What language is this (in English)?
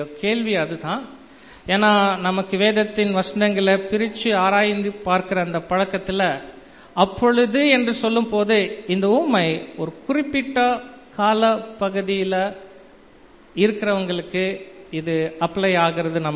Tamil